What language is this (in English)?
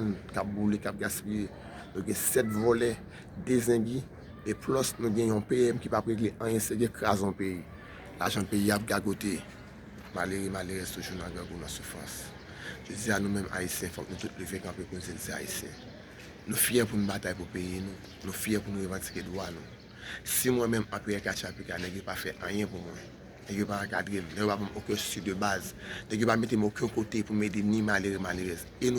Haitian Creole